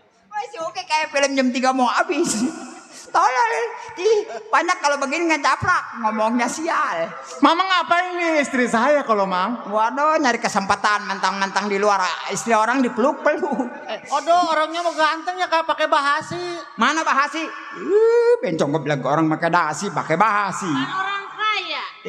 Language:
Betawi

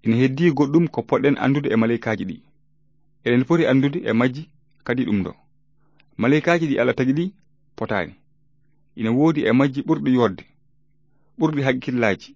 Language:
Fula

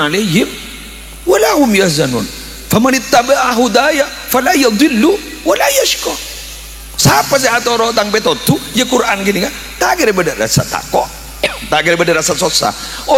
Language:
Madurese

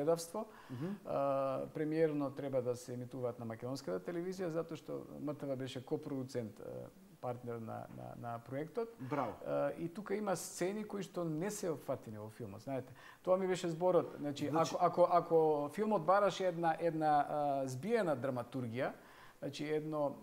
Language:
Macedonian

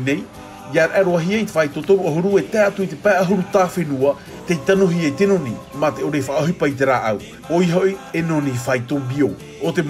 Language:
Tahitian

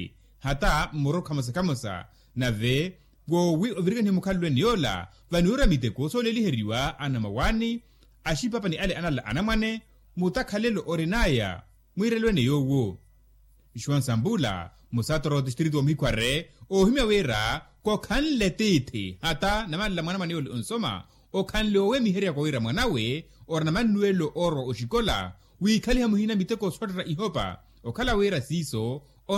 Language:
Makhuwa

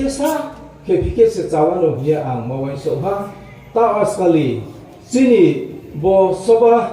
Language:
Riang (India)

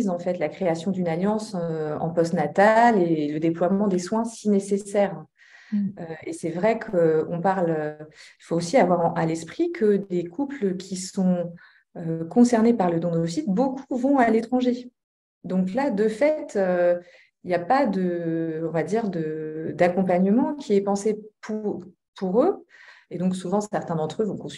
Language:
French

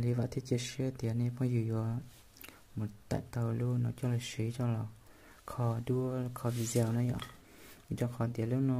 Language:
Hmong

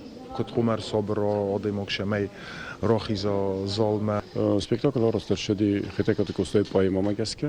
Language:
Ossetic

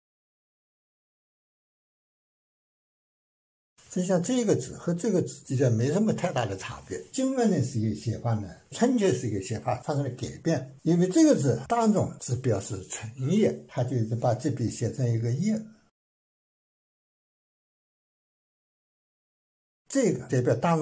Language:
Chinese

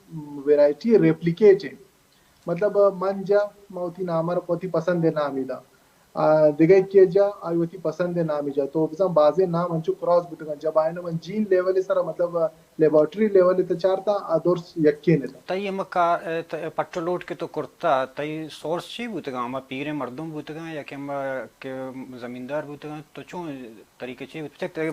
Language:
Baluchi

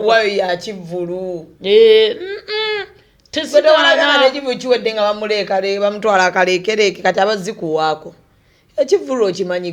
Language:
Ganda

